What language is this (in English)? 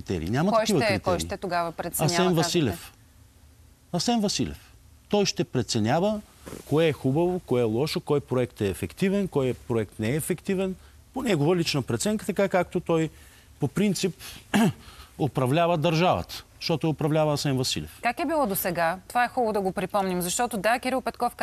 Bulgarian